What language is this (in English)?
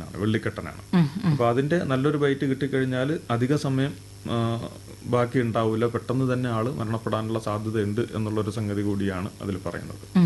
Malayalam